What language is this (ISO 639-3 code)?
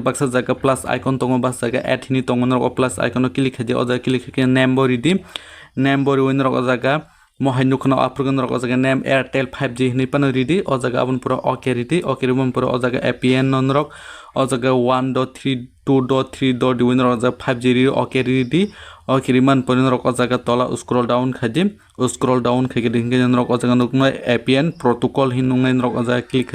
trp